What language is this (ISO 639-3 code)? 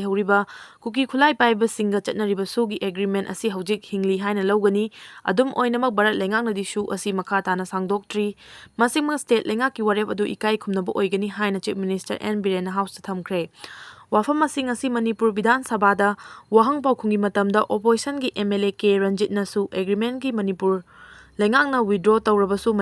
mni